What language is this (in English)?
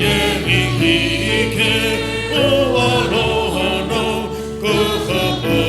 Sumi Naga